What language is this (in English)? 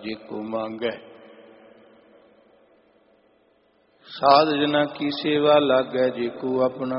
Punjabi